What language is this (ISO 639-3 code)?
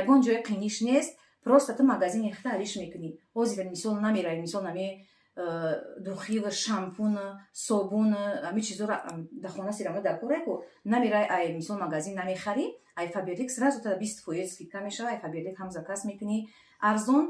tgk